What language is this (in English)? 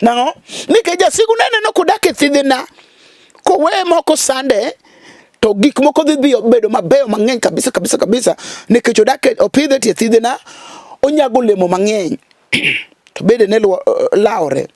Luo (Kenya and Tanzania)